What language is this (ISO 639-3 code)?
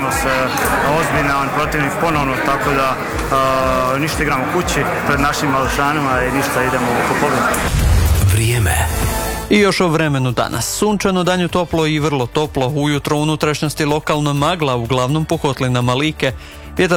hrv